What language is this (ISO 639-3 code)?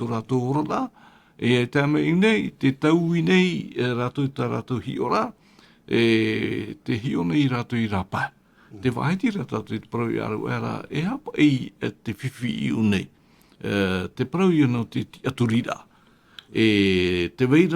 tah